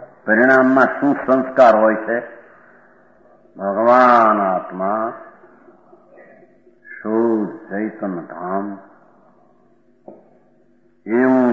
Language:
Gujarati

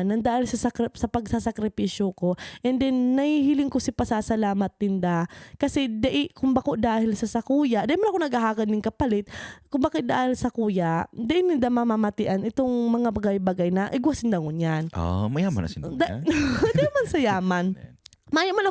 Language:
Bikol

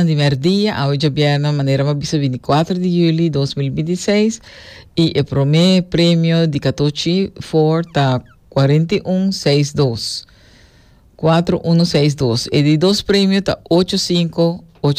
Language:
Papiamento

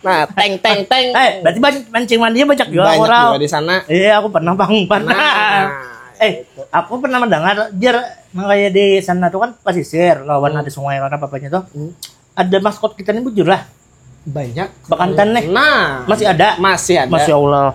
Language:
Banjar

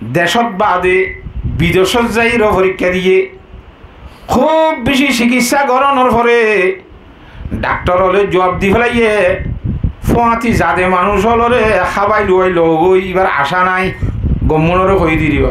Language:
Rohingya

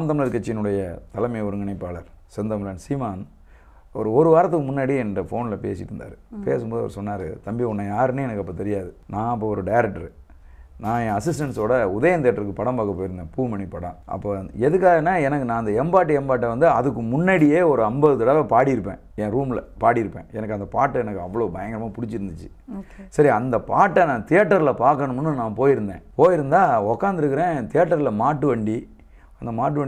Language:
Tamil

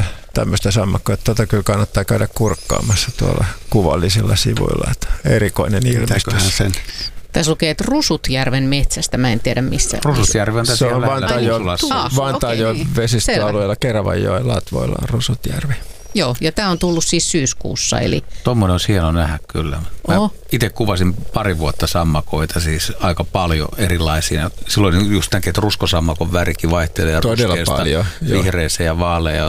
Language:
Finnish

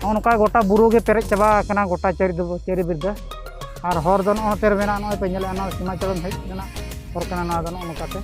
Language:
Santali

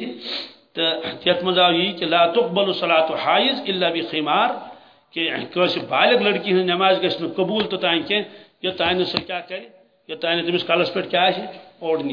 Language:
Kashmiri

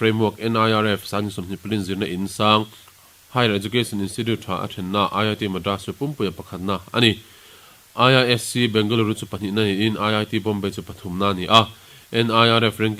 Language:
Mizo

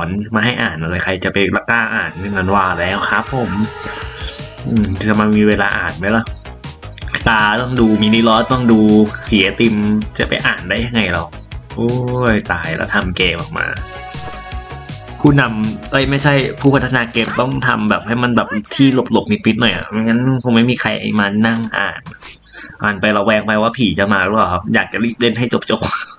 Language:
Thai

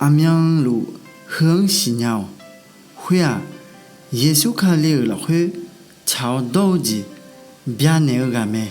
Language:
Akha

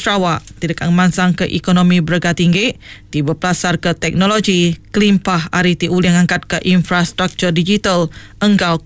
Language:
Iban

